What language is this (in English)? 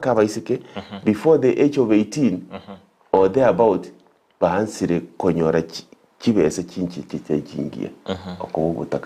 Gusii